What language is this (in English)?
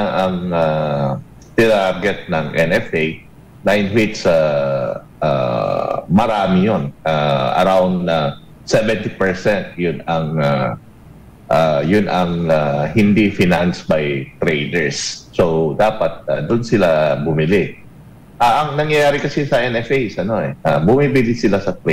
Filipino